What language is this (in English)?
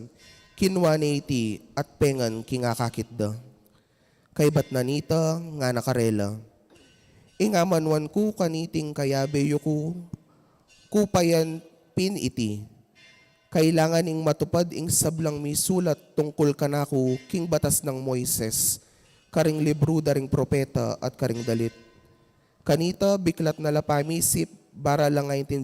Pampanga